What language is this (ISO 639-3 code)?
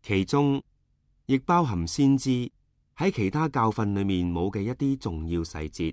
yue